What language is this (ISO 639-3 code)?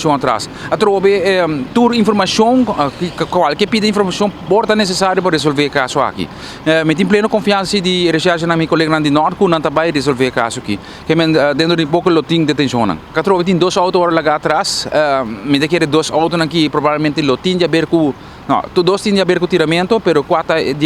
pap